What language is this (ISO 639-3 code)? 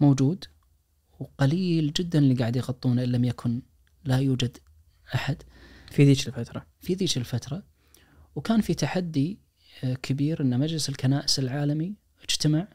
ars